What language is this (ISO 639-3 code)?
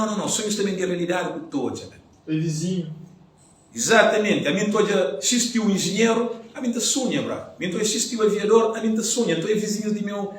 kea